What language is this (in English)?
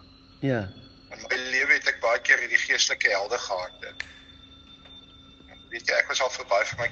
Afrikaans